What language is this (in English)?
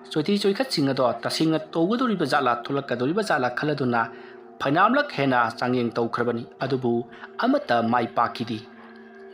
Manipuri